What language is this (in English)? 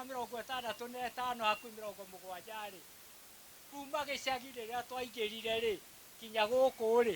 Kikuyu